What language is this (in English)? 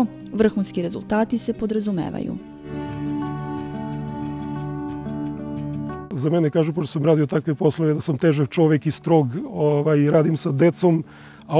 Serbian